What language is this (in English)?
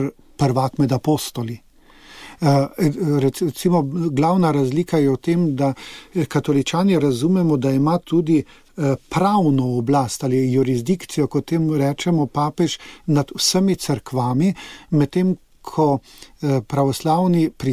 Slovenian